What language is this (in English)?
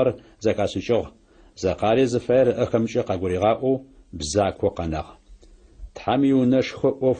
Adyghe